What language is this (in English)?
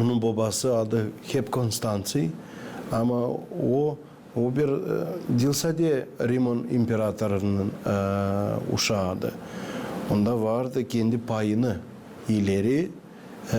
Gagauz